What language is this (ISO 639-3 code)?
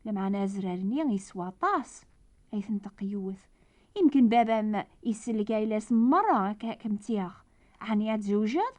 kab